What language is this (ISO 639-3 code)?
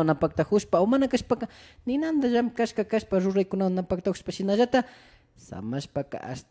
qvi